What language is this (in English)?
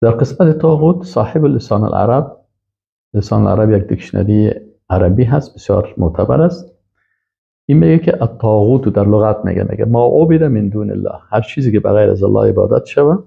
Persian